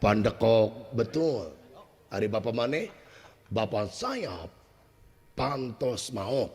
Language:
Sundanese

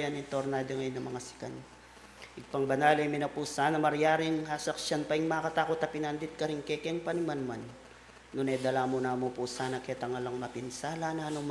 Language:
Pampanga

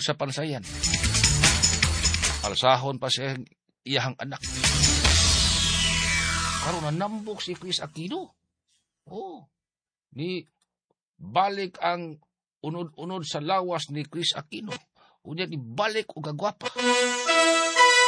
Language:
Cebuano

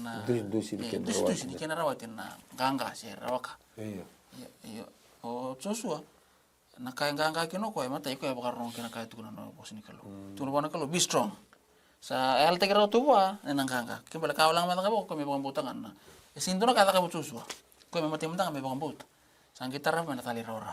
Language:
Fijian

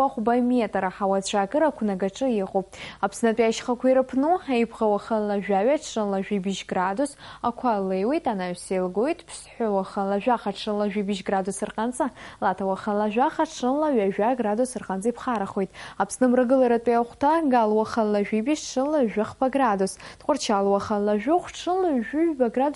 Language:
Abkhazian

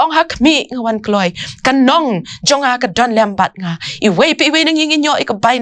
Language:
Khasi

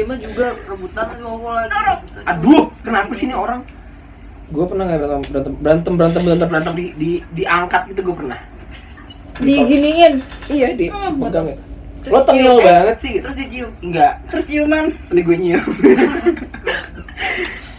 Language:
Indonesian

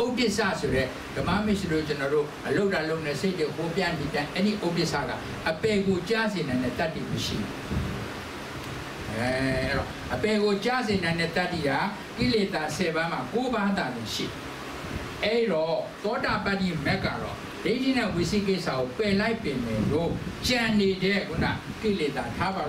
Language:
Burmese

